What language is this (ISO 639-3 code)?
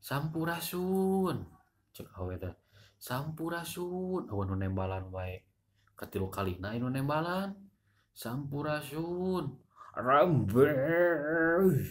sun